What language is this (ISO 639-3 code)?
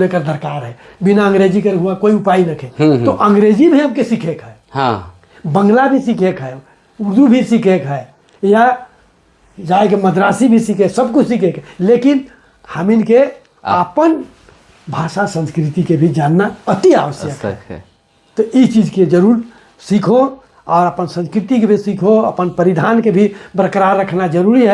sck